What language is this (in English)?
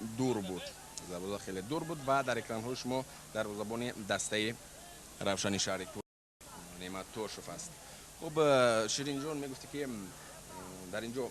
Tajik